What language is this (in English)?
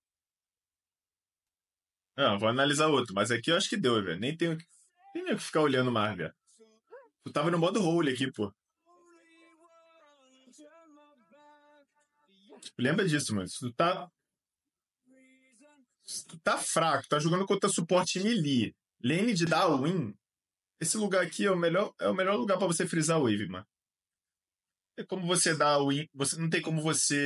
Portuguese